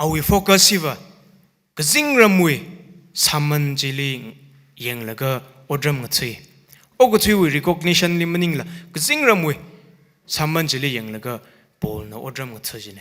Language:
Tangkhul Naga (India)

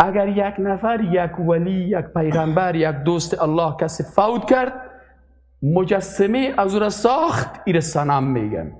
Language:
Persian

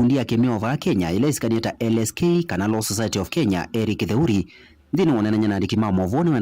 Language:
Kamba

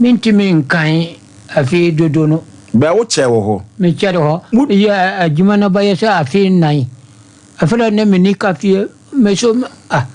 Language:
Akan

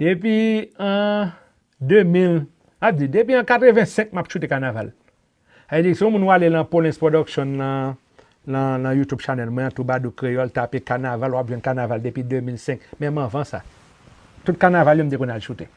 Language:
Haitian Creole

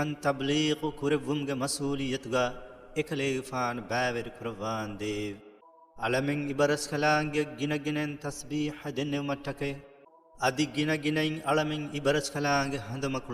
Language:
Divehi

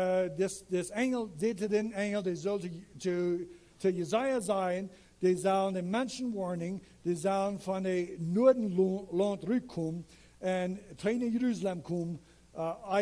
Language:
Plautdietsch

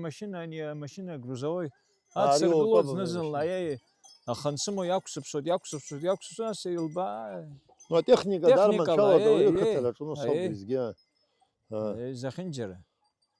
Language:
Abkhazian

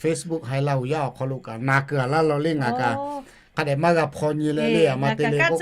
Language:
Lahu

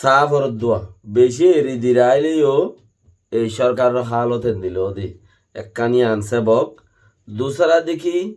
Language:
Rohingya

